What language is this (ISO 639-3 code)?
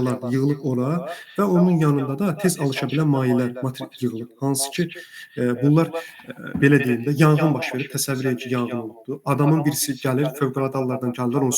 aze